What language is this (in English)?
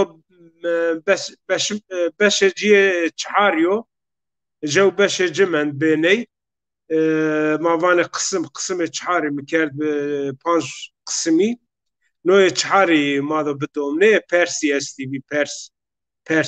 Zaza